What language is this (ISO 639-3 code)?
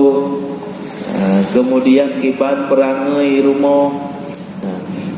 ace